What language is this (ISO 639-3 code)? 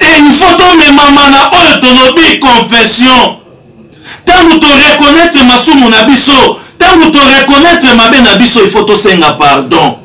lin